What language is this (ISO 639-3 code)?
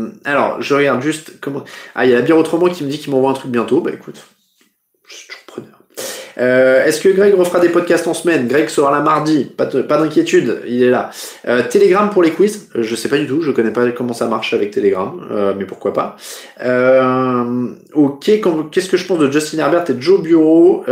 fra